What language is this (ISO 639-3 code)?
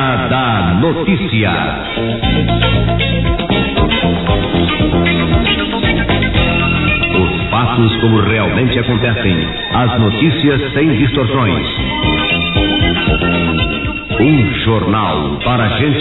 por